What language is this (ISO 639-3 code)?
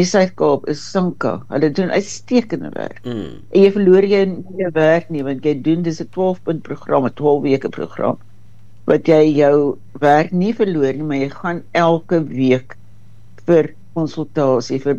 afr